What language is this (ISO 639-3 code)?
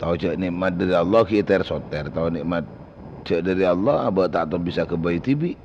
mad